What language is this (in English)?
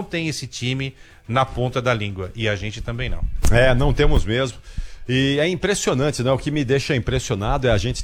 Portuguese